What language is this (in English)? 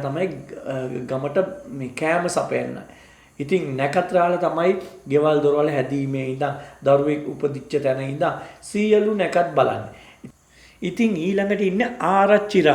Sinhala